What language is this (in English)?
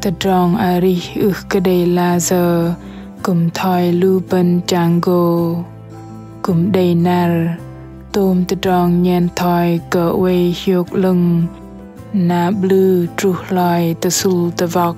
Bahnar